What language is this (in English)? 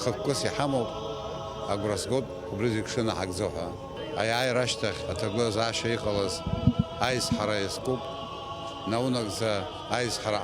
Abkhazian